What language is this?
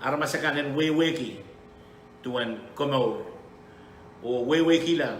Pohnpeian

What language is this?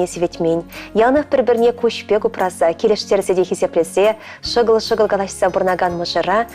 Chuvash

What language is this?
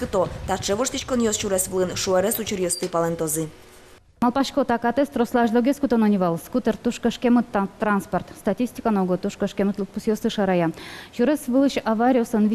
Udmurt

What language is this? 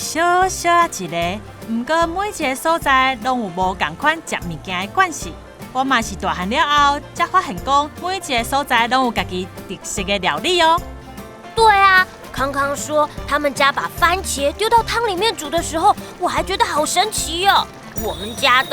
Min Nan Chinese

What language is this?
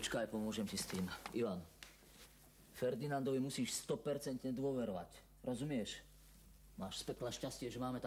Slovak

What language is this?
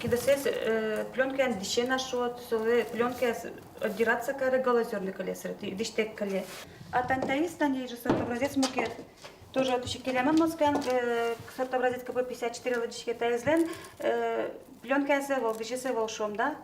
Udmurt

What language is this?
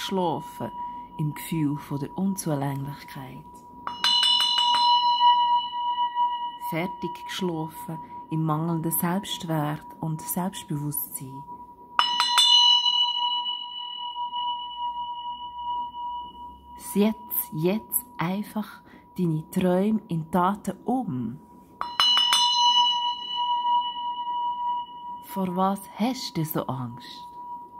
German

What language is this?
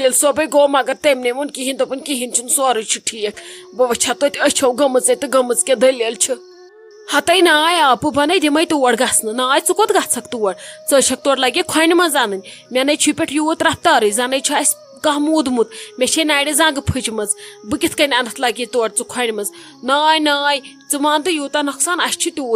Kashmiri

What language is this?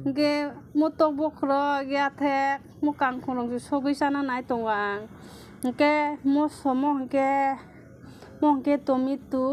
Kok Borok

